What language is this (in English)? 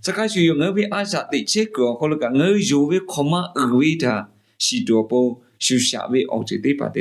Lahu